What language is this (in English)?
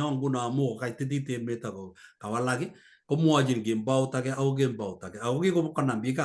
Kalenjin